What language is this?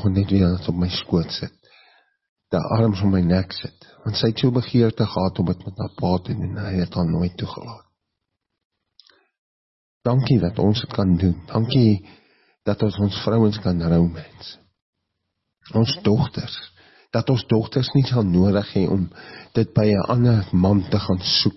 Afrikaans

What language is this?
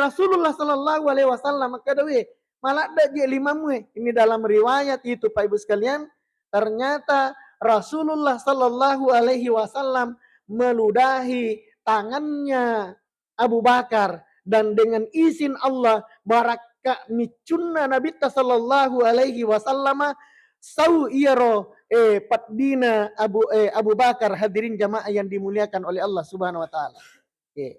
Buginese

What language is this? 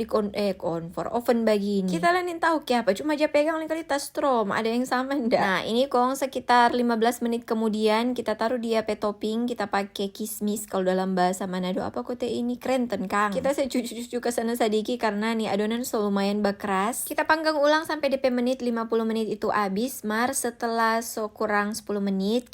Manado Malay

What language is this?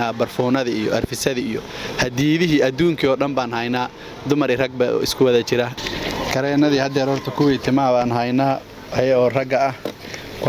Somali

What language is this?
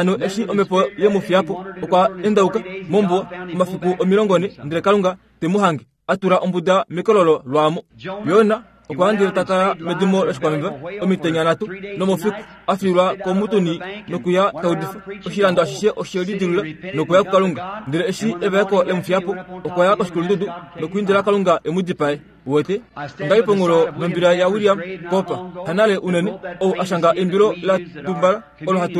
Kuanyama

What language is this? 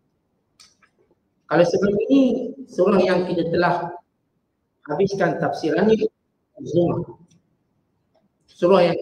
Malay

